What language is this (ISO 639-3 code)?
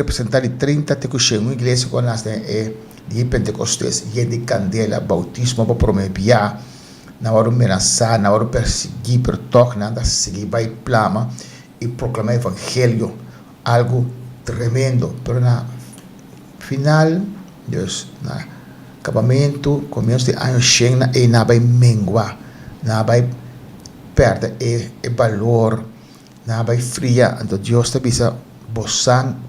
pap